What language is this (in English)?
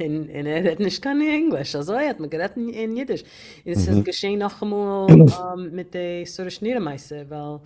Yiddish